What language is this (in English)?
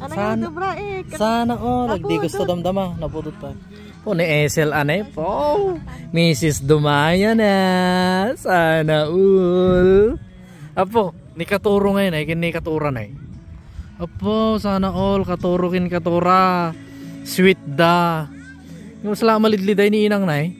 Iloko